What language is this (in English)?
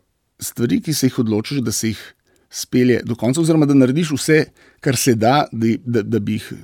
Slovenian